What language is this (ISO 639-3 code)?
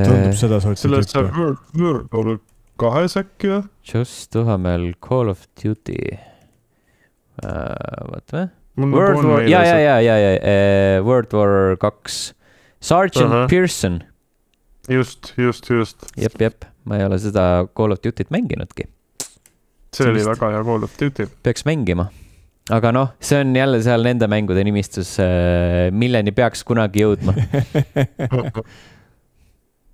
est